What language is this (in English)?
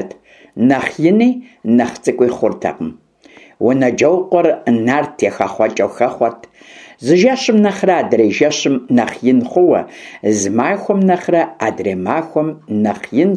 Kabardian